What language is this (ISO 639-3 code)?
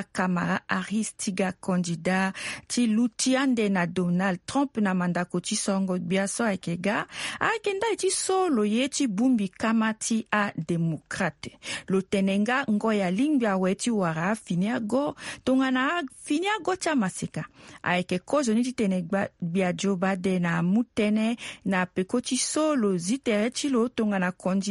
sag